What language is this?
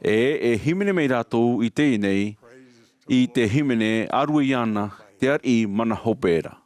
Tahitian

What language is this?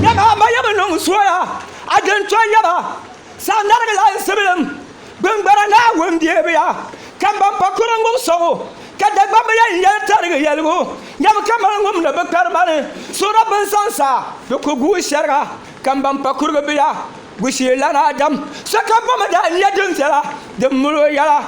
Dagbani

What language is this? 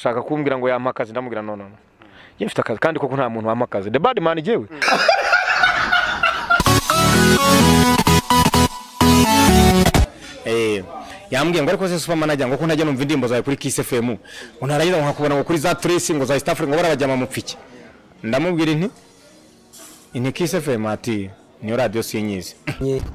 Kinyarwanda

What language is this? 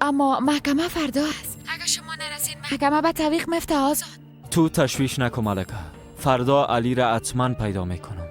Persian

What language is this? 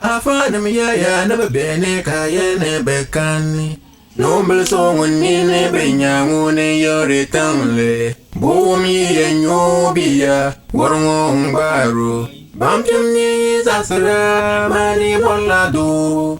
Dagbani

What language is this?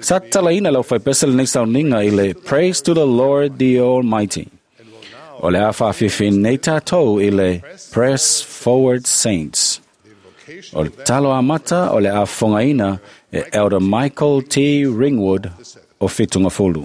Samoan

